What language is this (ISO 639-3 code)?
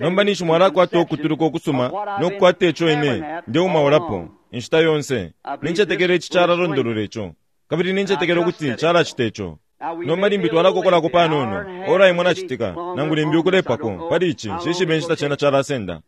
bem